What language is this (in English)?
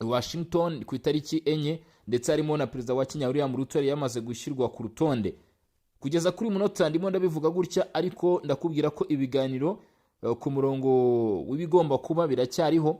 Kinyarwanda